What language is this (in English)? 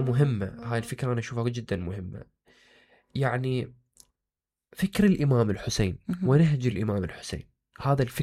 Mesopotamian Arabic